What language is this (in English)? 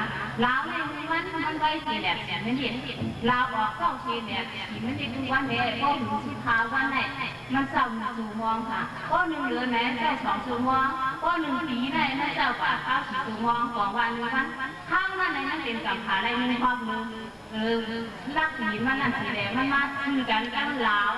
Shan